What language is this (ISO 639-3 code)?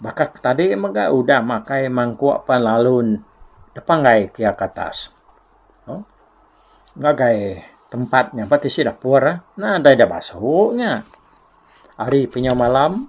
iba